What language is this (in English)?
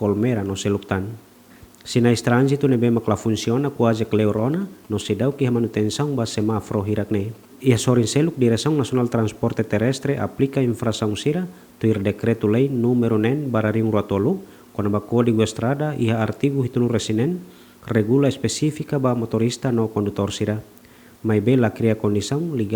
Tetum